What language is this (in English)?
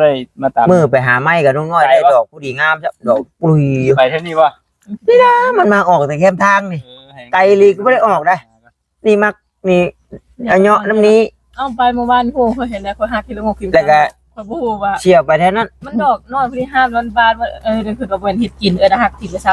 Northeastern Thai